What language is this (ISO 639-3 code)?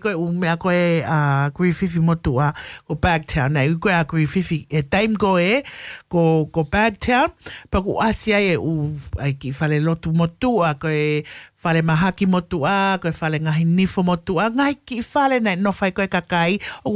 ton